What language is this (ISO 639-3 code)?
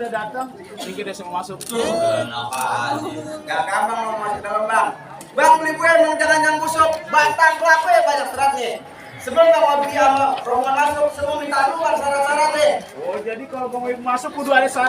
bew